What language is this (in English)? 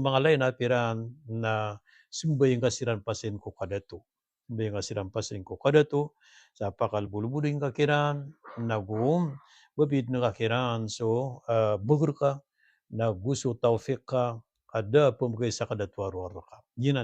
Maranao